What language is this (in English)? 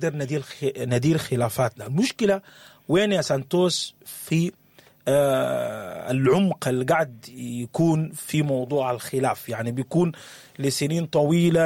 Sudanese Arabic